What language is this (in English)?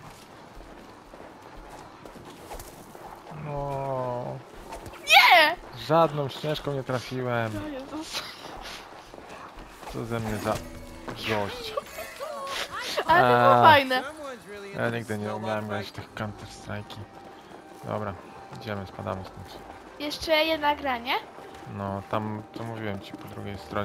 Polish